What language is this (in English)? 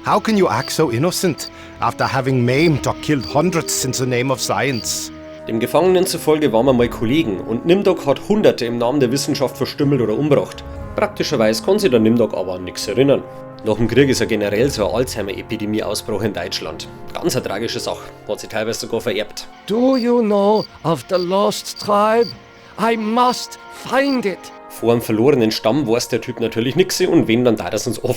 Bavarian